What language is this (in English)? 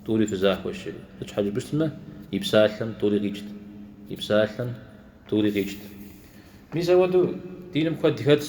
Kabardian